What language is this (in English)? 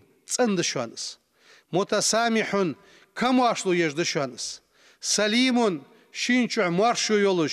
Ingush